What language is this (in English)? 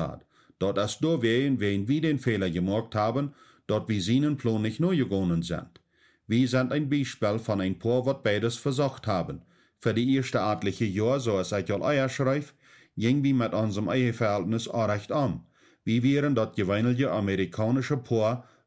Plautdietsch